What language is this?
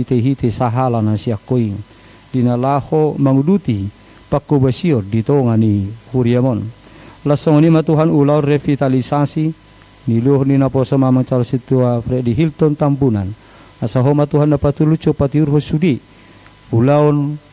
Batak Toba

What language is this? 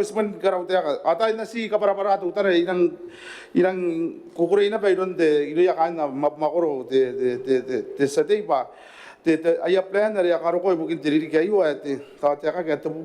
Gilbertese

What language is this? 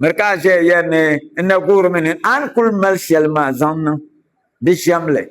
Dagbani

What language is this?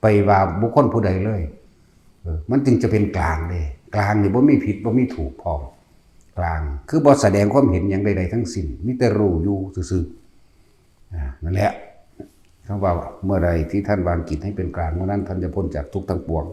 Northeastern Thai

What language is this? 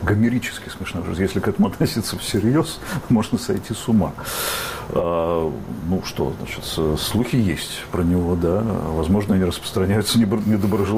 Russian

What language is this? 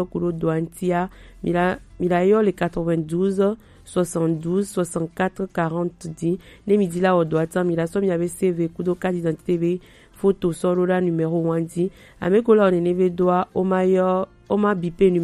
Gen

